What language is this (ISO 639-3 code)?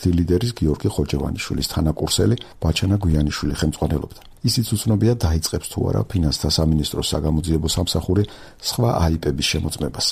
kat